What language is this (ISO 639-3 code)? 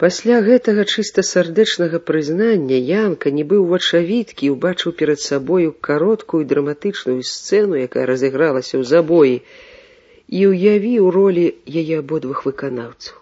bel